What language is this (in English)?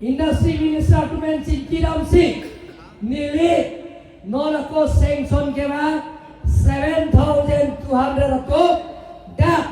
Karbi